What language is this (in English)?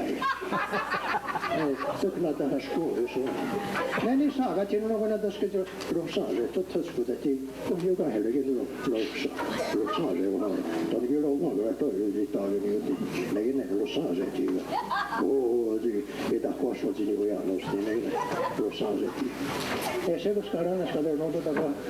Mohawk